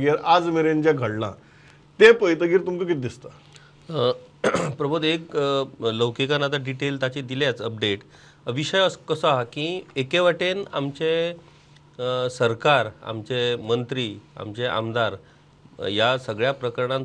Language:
Konkani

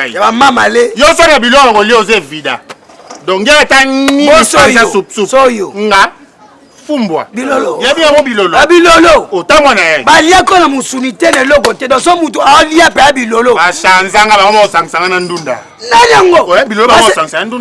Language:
Lingala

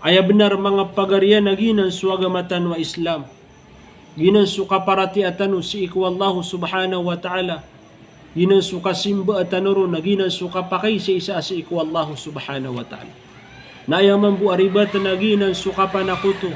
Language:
Maranao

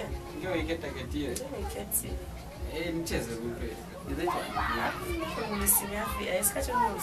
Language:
Lozi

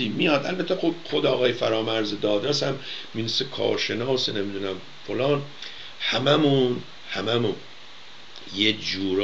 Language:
Persian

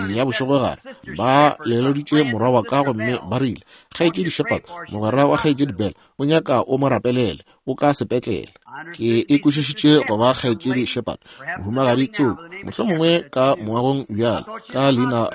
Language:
Northern Sotho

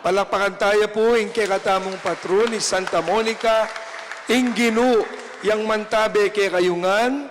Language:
Pampanga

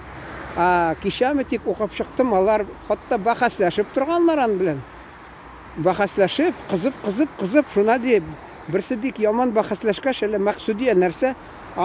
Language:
Tatar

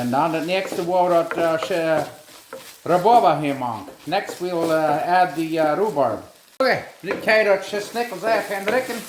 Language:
Plautdietsch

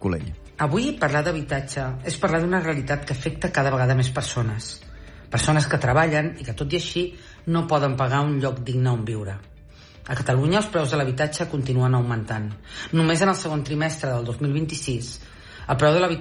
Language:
Catalan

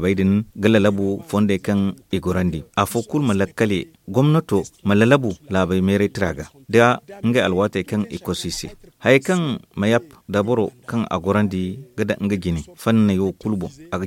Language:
Zarma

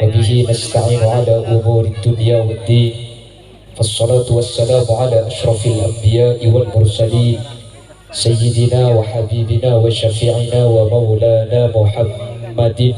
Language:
Madurese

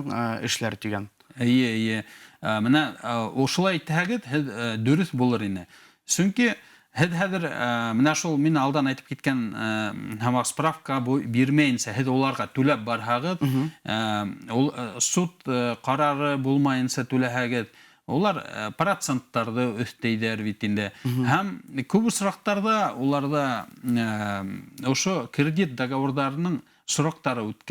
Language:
Bashkir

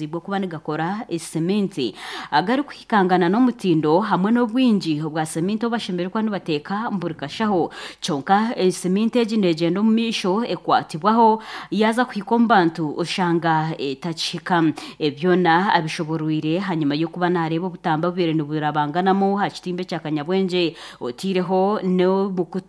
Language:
Nyankole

